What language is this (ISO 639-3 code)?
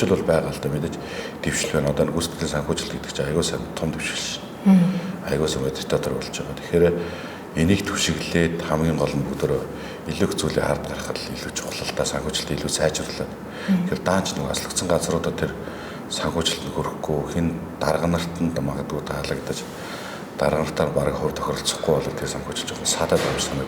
mon